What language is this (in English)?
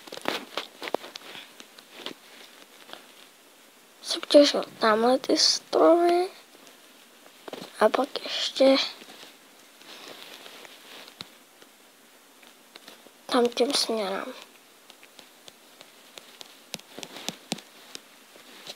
Czech